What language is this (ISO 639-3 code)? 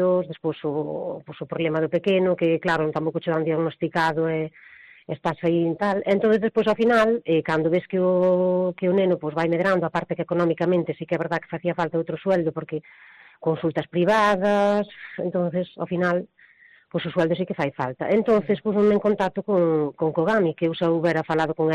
glg